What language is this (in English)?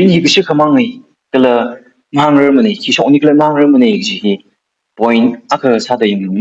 Tangkhul Naga (India)